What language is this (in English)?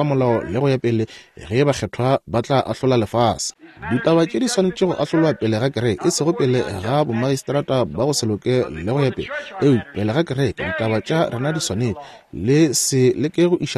Northern Sotho